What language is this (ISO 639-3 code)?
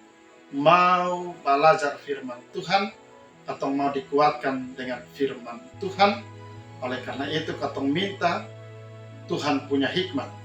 mkn